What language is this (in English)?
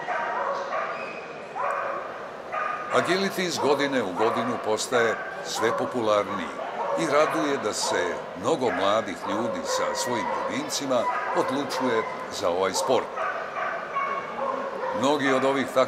Serbian